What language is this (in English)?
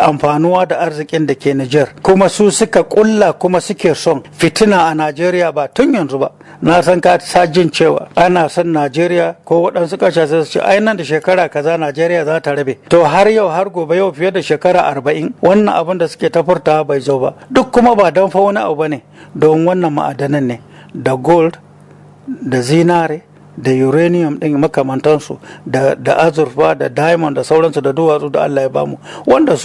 Hausa